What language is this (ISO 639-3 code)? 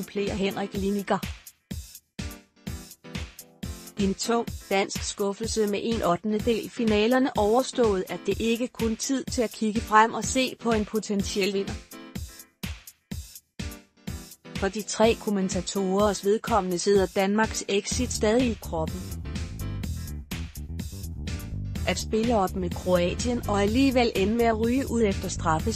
dan